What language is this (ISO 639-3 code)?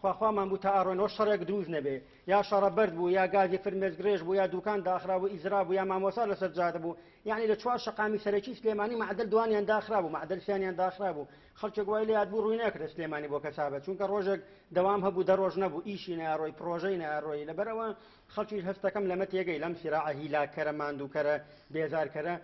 ckb